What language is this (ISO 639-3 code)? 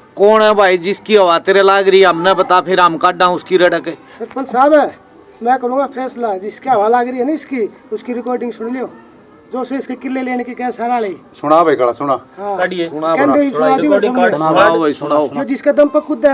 bgc